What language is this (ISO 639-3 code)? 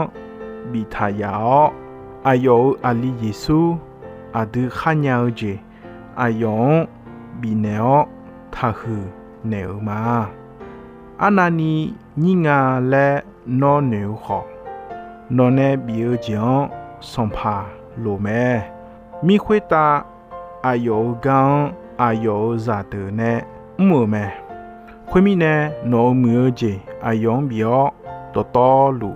ahk